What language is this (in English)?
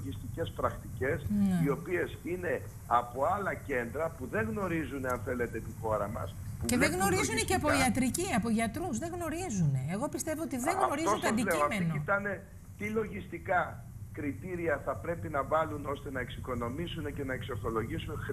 Greek